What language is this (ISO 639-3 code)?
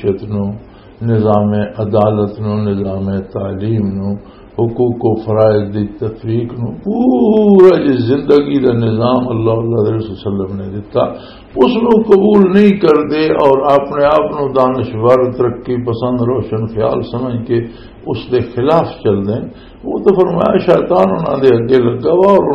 lah